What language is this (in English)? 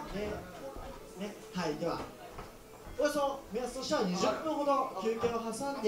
Japanese